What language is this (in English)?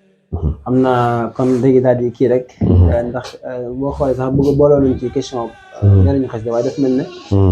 Wolof